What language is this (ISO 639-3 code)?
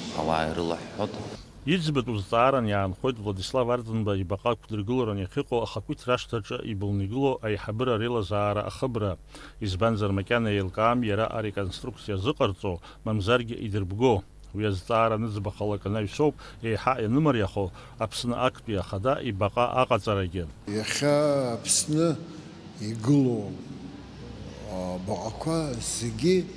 abk